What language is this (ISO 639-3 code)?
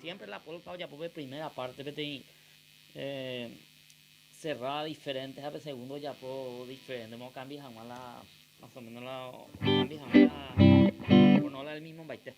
grn